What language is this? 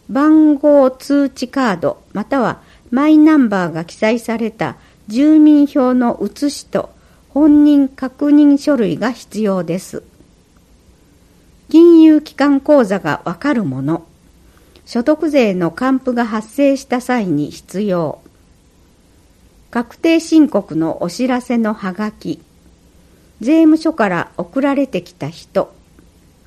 Japanese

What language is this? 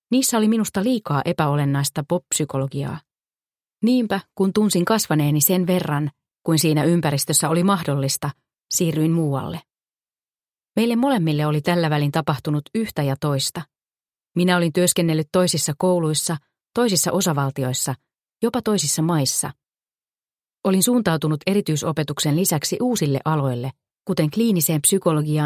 Finnish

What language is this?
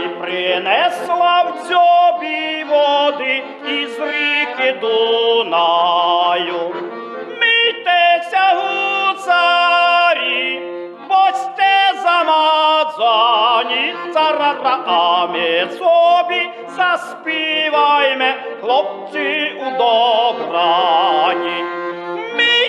Rusyn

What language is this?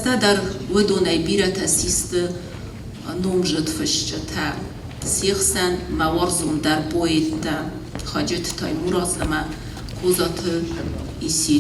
Ossetic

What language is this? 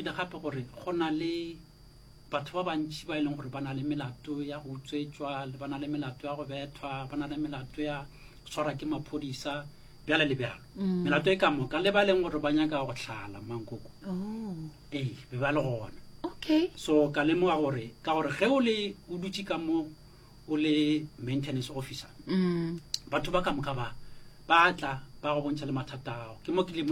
Northern Sotho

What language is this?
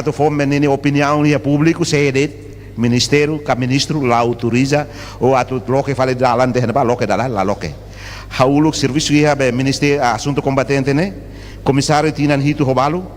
Tetum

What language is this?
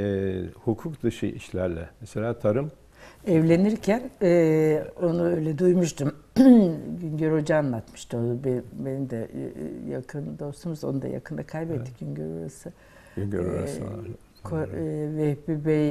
Turkish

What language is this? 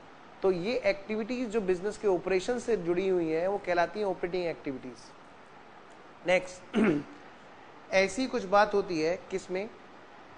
Hindi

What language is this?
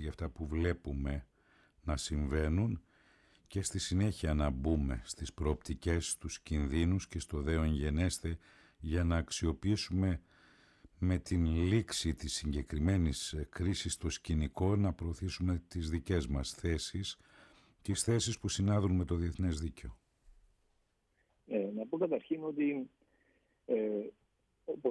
Greek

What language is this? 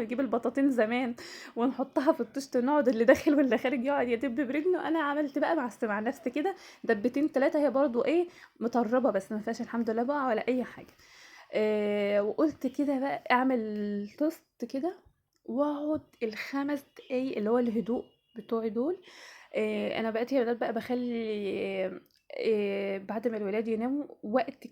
Egyptian Arabic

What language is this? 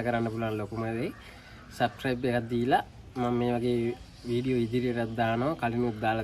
Sinhala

